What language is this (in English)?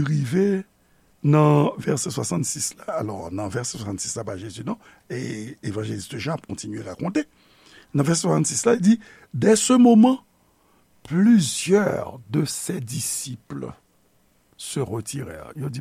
Haitian Creole